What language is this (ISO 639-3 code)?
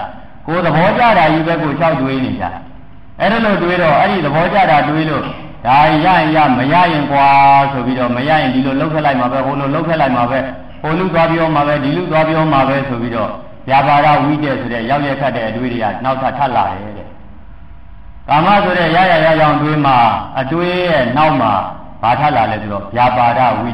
mya